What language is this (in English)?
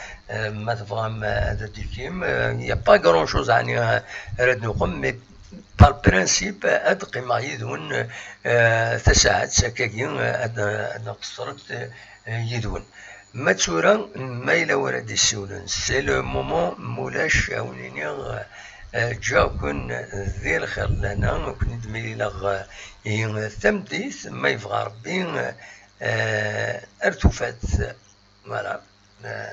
Kabyle